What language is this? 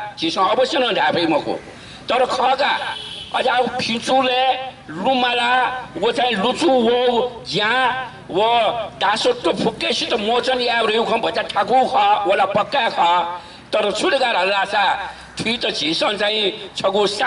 Newari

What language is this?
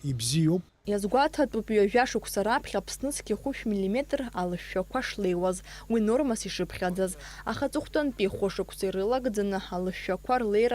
Abkhazian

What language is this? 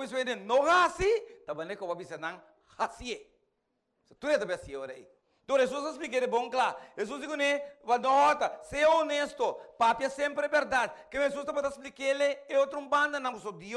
Papiamento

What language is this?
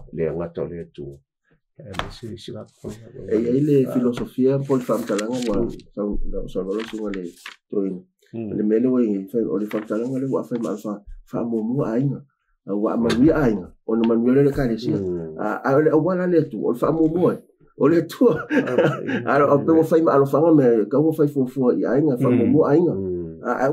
Samoan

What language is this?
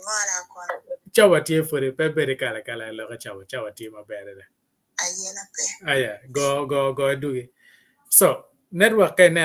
Acoli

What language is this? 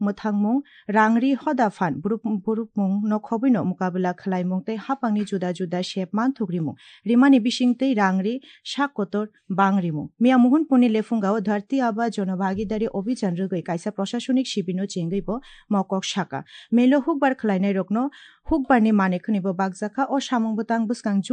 Kok Borok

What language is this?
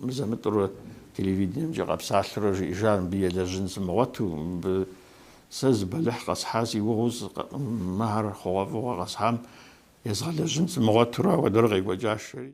Kabardian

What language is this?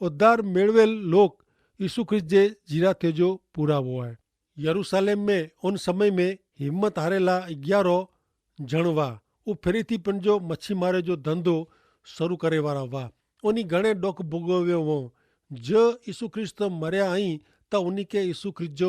Kachhi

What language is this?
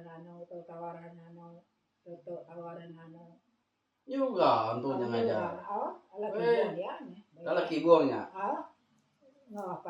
Iban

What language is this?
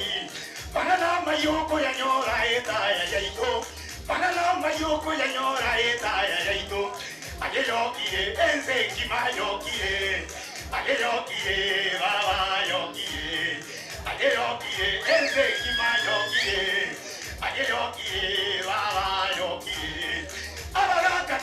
Gusii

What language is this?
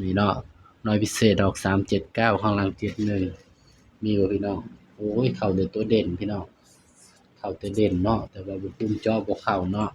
Northeastern Thai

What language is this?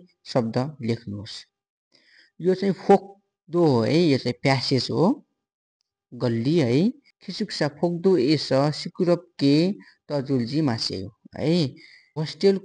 Nepali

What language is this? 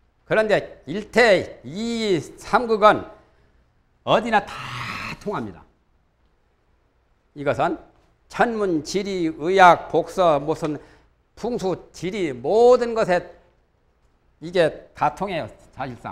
Korean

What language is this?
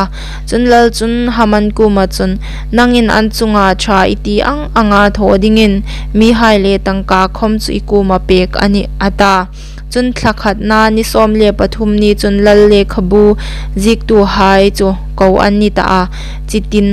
Hmar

